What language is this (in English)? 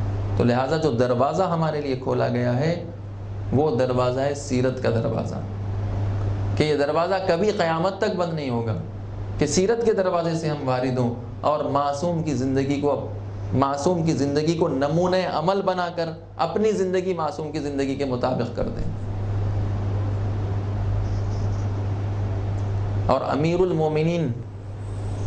Urdu